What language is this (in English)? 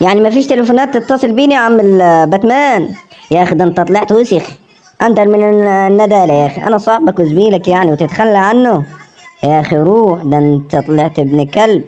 Egyptian Arabic